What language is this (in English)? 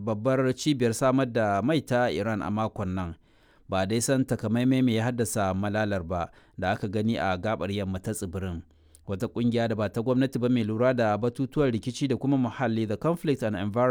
Hausa